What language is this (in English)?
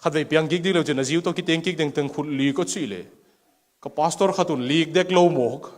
Tedim Chin